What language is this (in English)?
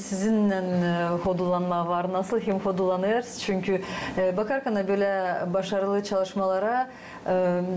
Gagauz